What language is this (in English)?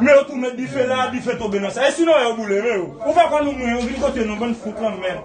Haitian Creole